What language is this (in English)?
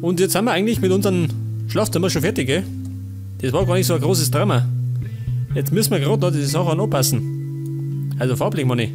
Bavarian